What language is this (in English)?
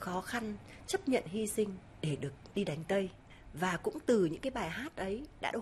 Vietnamese